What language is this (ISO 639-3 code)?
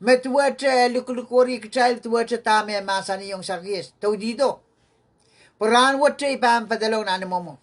pon